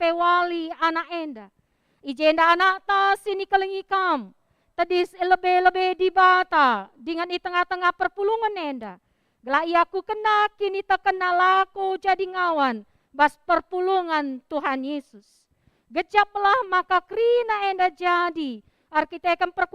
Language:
Batak Karo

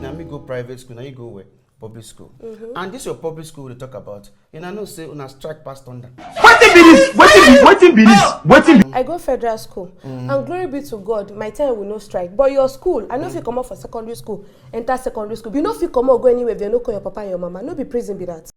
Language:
Nigerian Pidgin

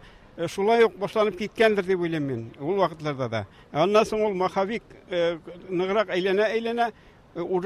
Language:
Tatar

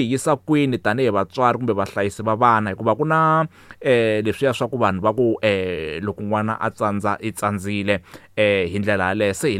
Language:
Tsonga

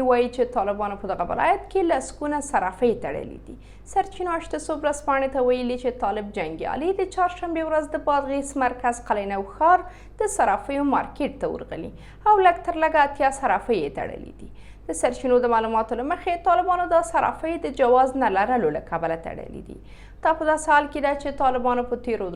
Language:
Pashto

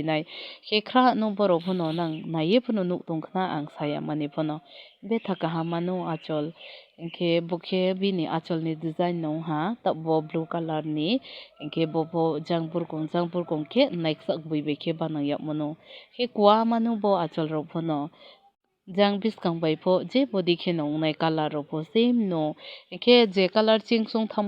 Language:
Kok Borok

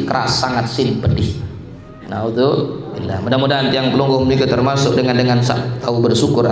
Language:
Sasak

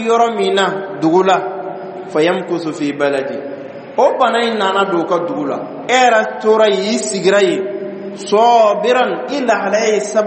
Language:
Dyula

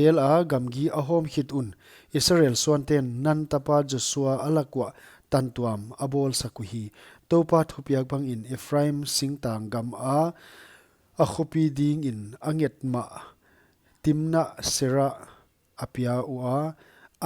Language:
Paite Chin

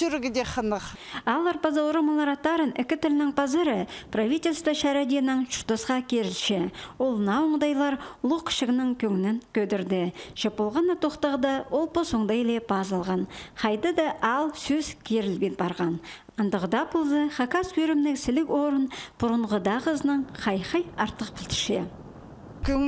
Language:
Khakas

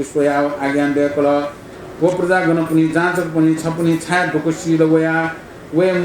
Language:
Newari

